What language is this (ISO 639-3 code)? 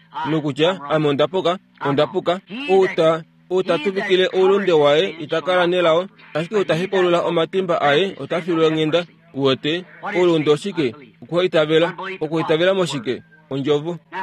kua